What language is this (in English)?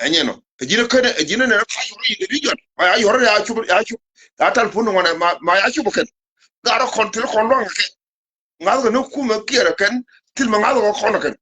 Nuer